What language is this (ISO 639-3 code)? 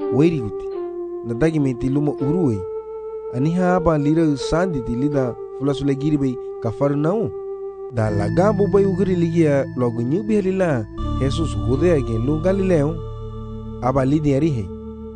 cab